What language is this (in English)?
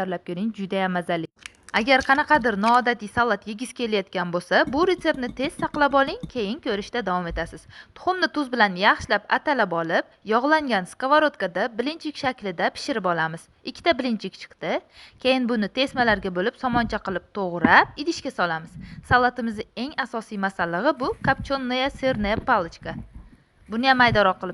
Uzbek